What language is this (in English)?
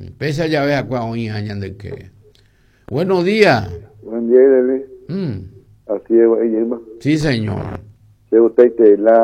Guarani